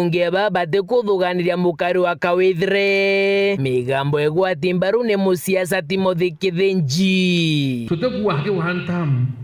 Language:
Meru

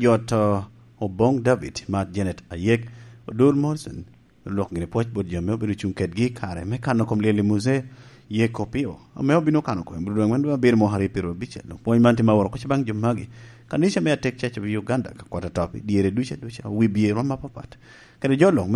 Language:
Lango (Uganda)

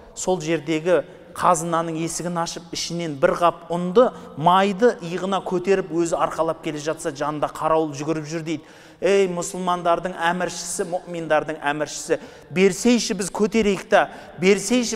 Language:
Kazakh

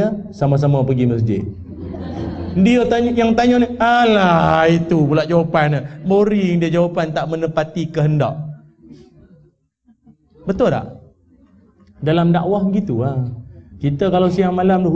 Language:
Malay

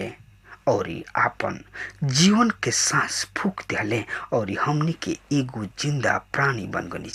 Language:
Bhojpuri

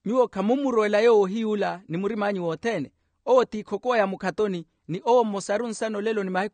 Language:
Makhuwa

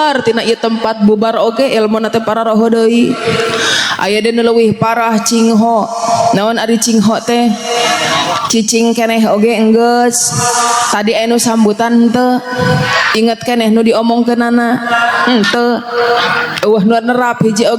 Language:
Sundanese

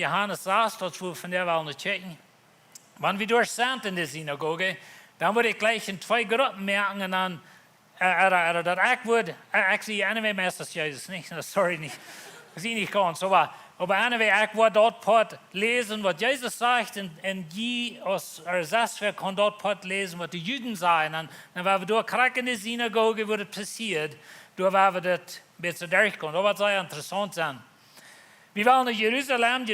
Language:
Plautdietsch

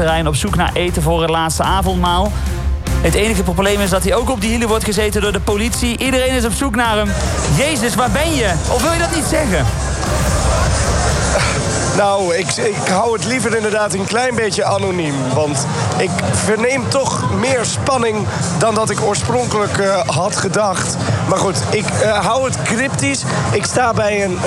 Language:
Dutch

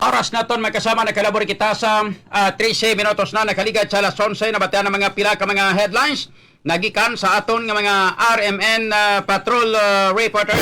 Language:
Hiligaynon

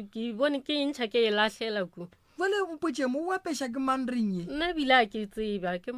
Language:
Northern Sotho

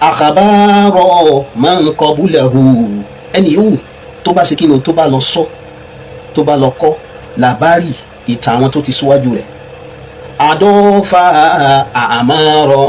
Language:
Yoruba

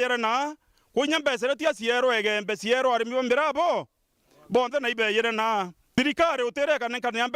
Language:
Meru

